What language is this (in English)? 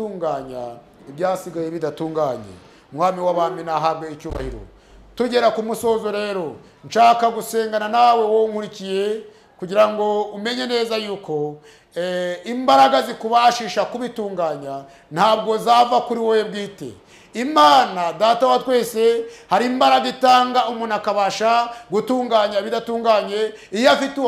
Kinyarwanda